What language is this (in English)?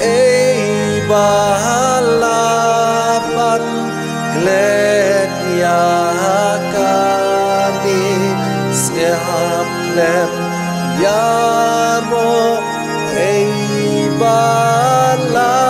Khasi